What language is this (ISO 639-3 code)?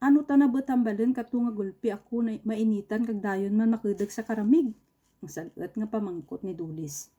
krj